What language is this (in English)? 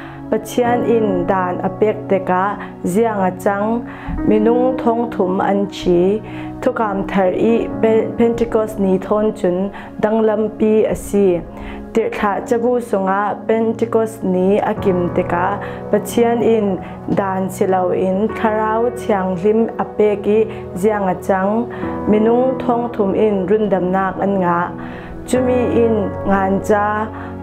Falam Chin